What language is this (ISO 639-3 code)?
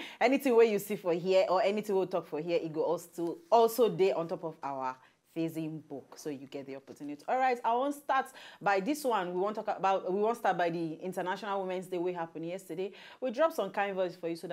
pcm